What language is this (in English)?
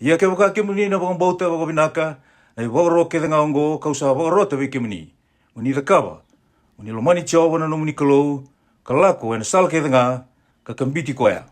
Fijian